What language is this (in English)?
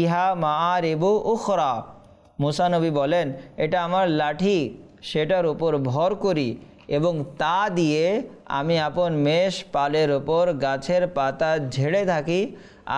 Bangla